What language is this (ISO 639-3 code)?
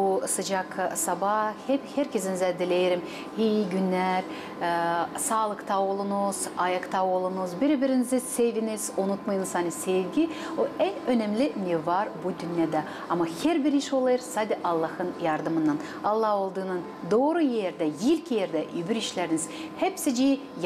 gag